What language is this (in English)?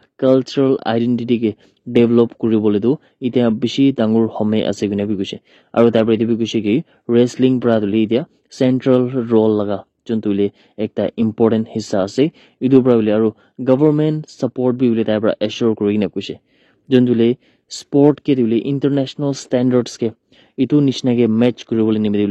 Naga Pidgin